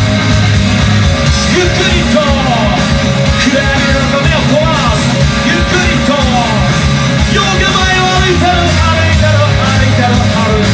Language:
Japanese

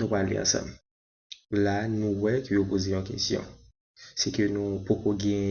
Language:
Haitian Creole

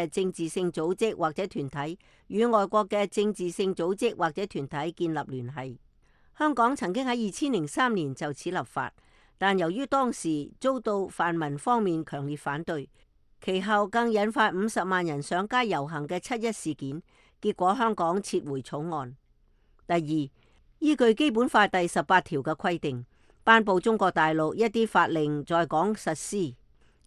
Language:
Cantonese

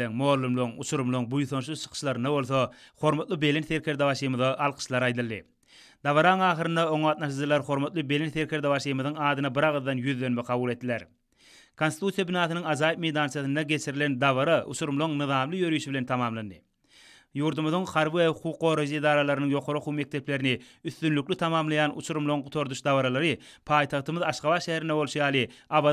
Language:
Turkmen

